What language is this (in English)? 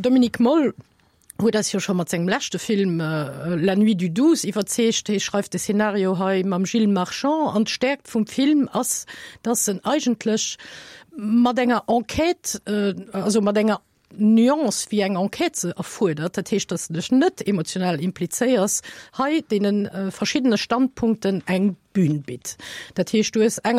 Luxembourgish